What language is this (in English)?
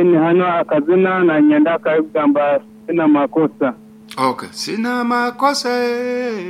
Nyankole